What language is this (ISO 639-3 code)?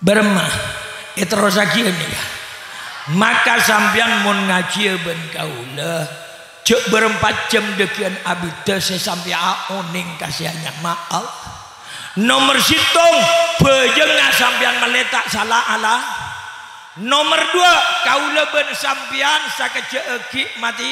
mad